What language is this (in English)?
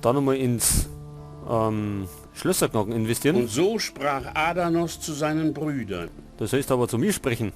Bavarian